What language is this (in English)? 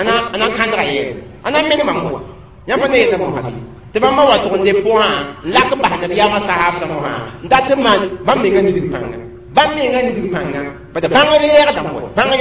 Mossi